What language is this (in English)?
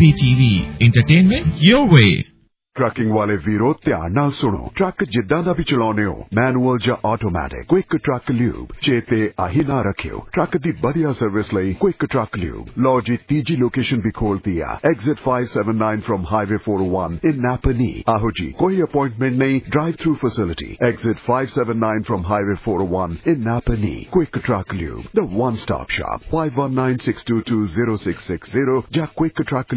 Punjabi